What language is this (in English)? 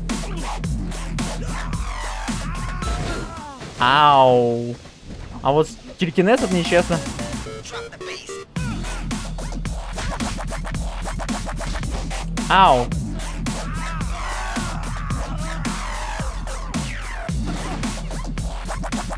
Russian